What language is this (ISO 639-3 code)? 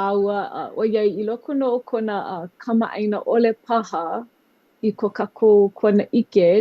haw